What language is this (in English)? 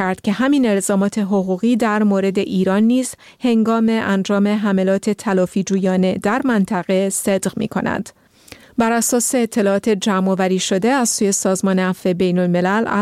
Persian